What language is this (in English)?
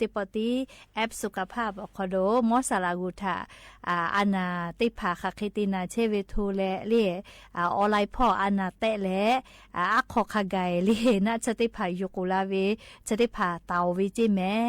Lahu